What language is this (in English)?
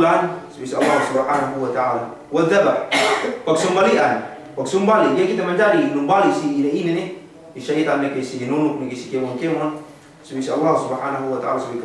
Yakan